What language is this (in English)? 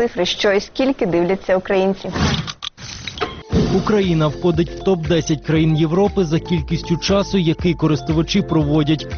Ukrainian